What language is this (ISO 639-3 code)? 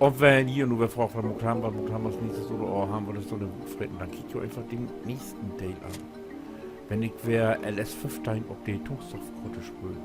nds